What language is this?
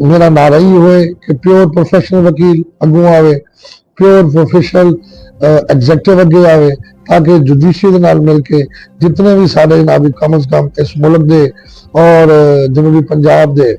Saraiki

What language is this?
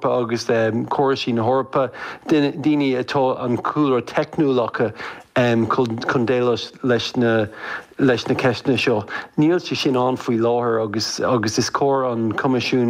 Irish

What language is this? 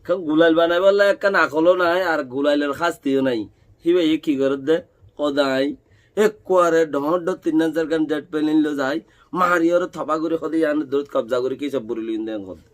Rohingya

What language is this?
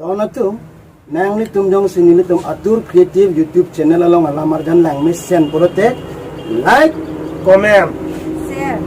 Karbi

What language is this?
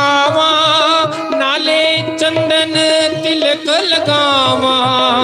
Dogri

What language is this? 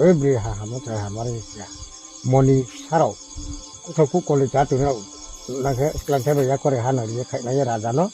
Riang (India)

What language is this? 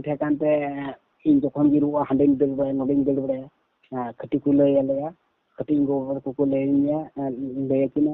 Santali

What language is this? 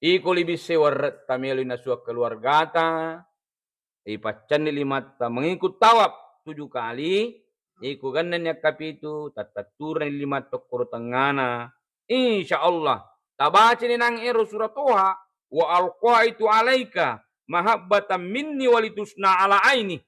Buginese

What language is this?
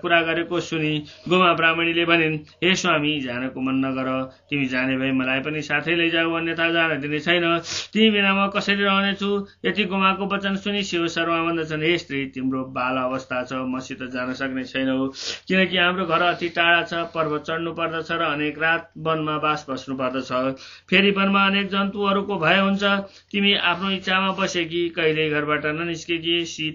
Nepali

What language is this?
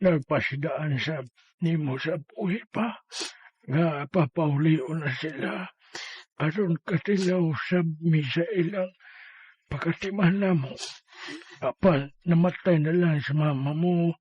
Cebuano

